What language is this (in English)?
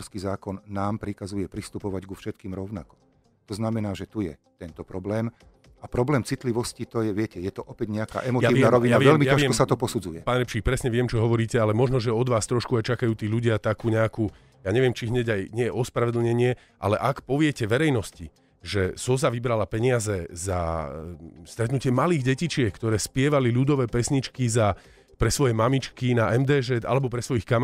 Slovak